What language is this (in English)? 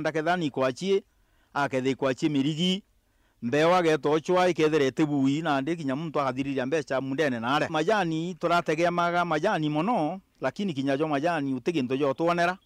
Meru